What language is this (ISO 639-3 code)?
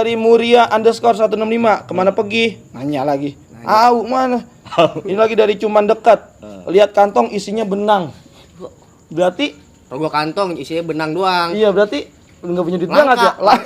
bew